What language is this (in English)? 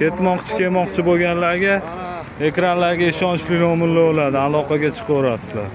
Uzbek